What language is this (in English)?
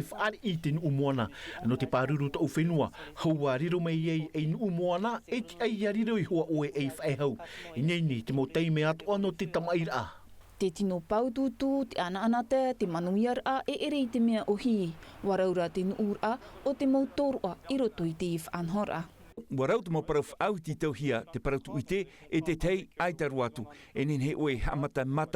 Tahitian